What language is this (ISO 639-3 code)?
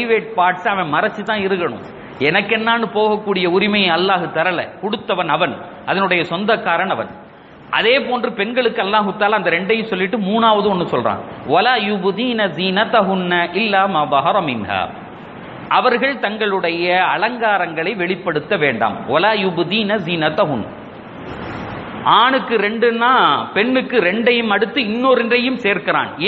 tam